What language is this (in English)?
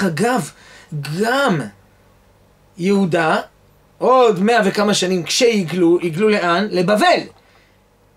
Hebrew